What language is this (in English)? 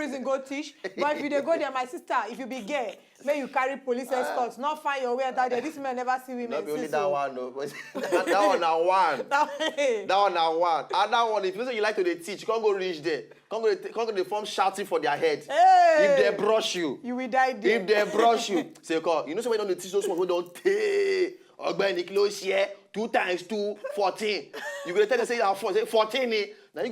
Nigerian Pidgin